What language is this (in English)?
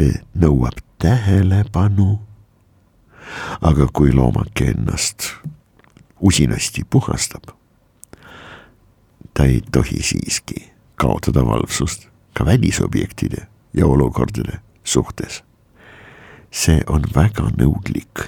Estonian